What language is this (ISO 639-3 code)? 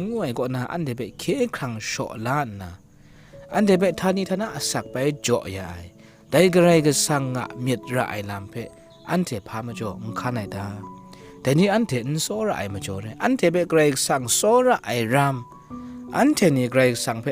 kac